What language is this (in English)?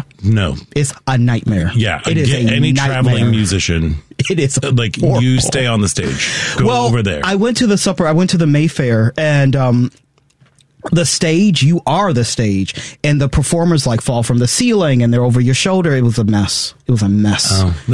English